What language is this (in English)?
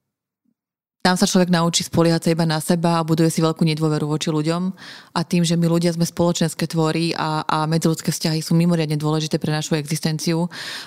Slovak